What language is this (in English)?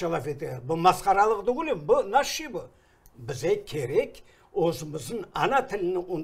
Crimean Tatar